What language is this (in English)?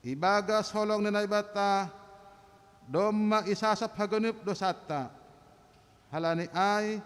Batak Simalungun